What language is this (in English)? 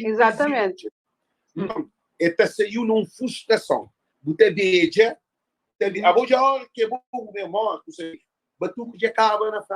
Kabuverdianu